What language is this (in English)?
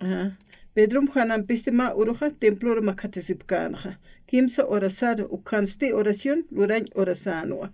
Aymara